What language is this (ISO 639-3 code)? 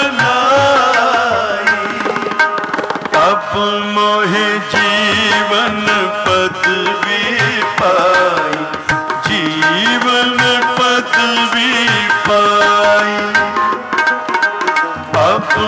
hin